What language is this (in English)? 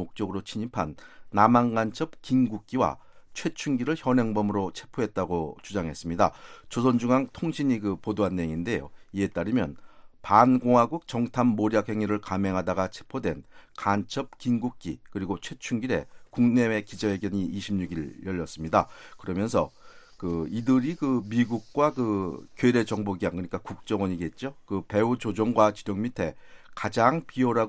Korean